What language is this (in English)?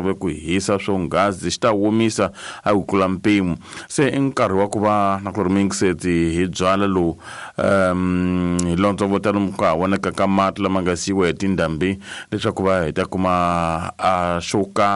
Tsonga